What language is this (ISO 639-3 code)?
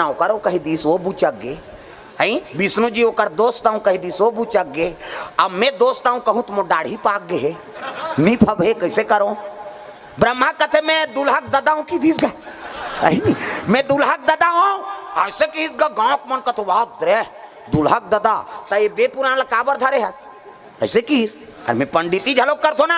hne